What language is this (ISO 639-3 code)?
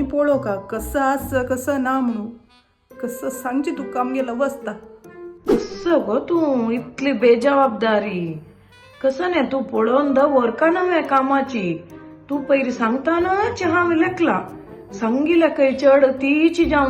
kok